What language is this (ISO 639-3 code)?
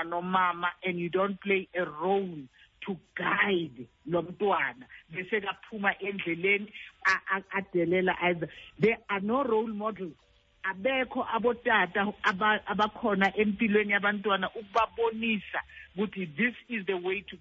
xho